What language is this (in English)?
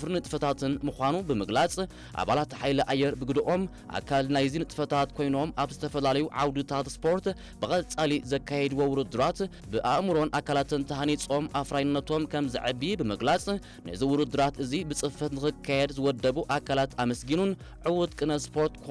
Tigrinya